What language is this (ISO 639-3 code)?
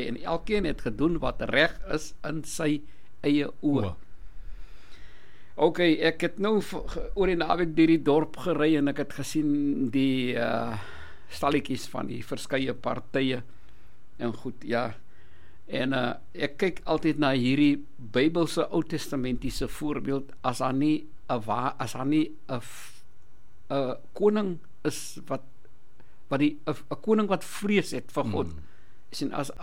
afr